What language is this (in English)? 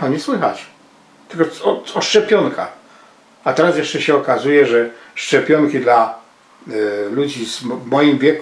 Silesian